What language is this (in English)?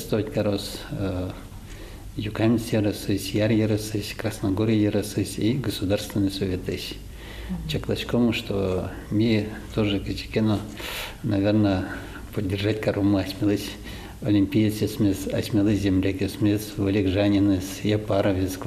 Udmurt